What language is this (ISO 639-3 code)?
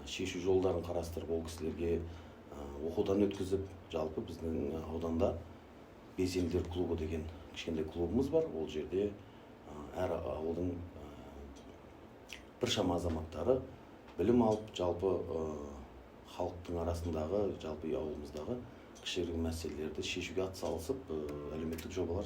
kaz